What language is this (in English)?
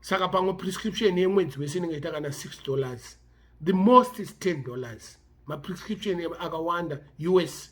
Shona